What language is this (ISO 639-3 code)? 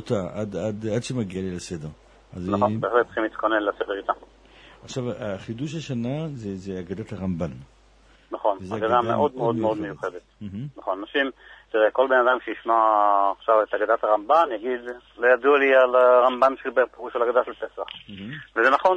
heb